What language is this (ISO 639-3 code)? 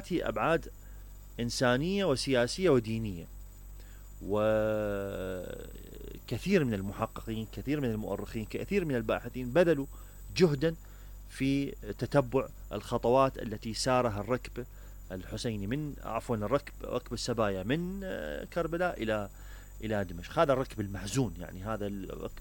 ara